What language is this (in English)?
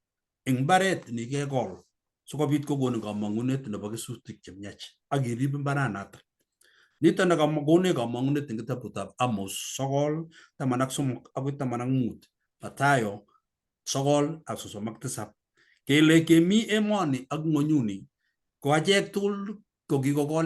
Kalenjin